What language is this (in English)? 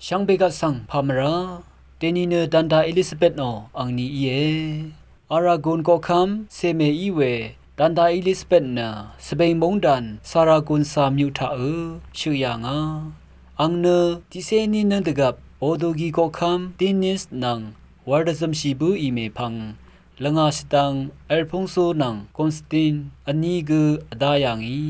Rawang